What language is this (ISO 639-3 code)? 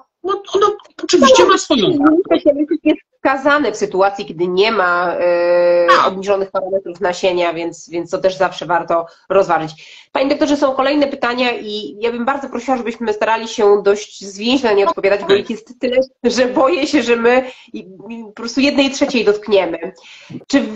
pol